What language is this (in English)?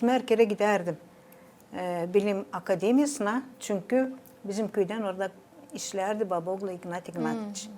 Gagauz